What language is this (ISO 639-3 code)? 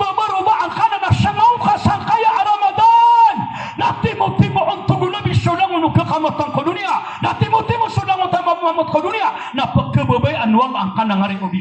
mrw